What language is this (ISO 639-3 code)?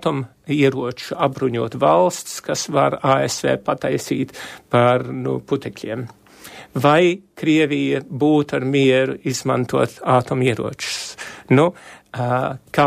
lav